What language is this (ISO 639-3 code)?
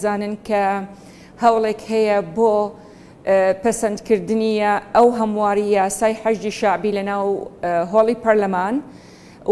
ckb